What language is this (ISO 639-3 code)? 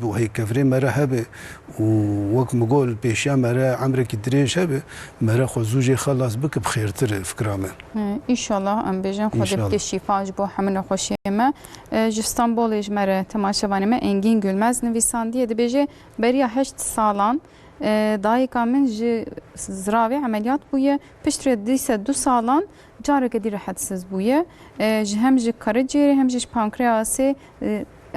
kur